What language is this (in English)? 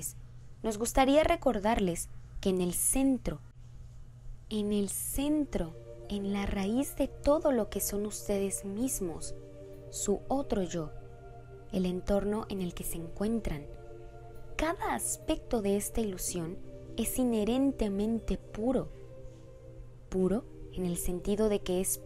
Spanish